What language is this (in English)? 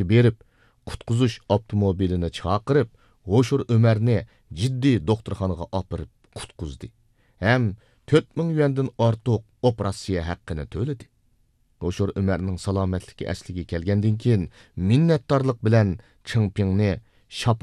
Uyghur